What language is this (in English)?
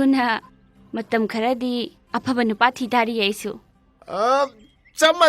Manipuri